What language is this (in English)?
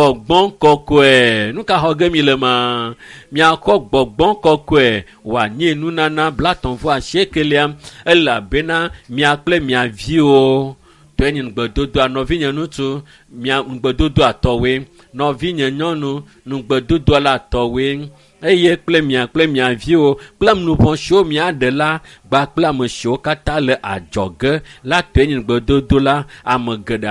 Ewe